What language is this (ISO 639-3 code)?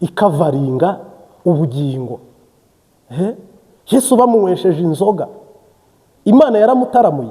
kin